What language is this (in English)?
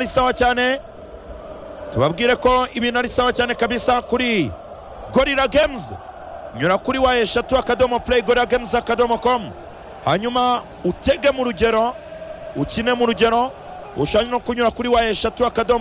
Kinyarwanda